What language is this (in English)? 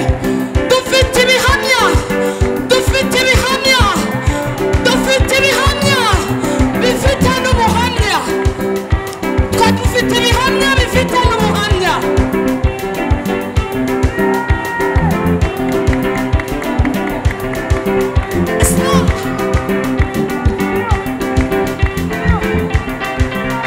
Kinyarwanda